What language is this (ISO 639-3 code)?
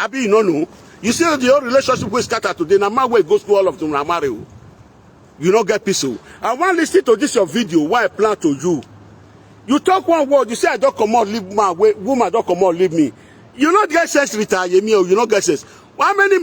pcm